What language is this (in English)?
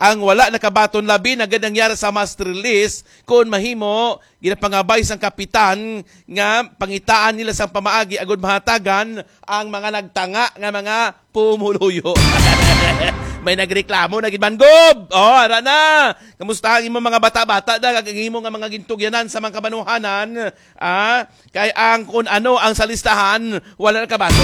Hiligaynon